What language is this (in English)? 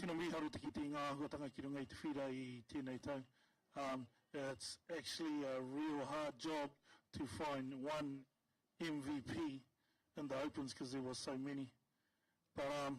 Māori